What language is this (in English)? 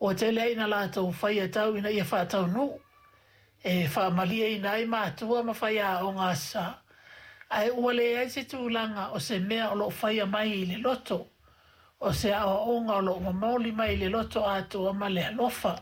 Samoan